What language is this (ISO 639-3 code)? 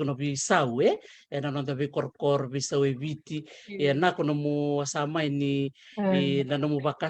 fij